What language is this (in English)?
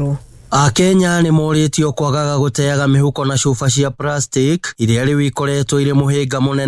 Kikuyu